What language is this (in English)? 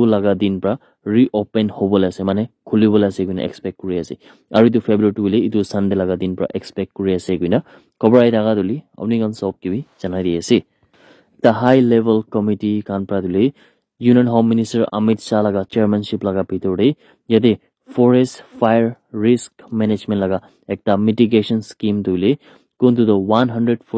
Naga Pidgin